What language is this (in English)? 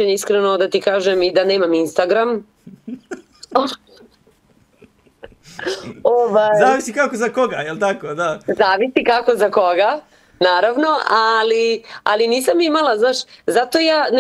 Serbian